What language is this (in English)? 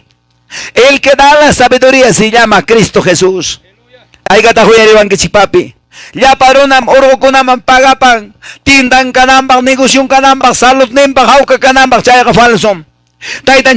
Quechua